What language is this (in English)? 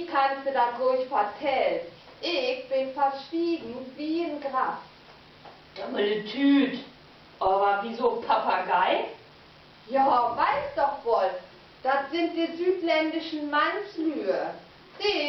Low German